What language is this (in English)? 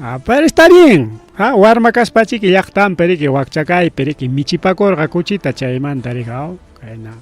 Ayacucho Quechua